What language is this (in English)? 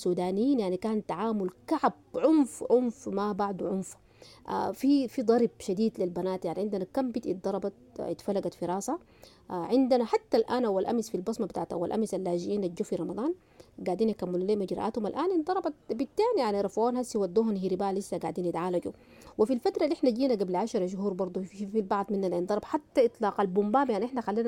Sudanese Arabic